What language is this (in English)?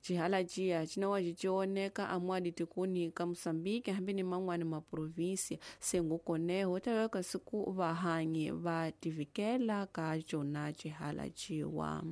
Tsonga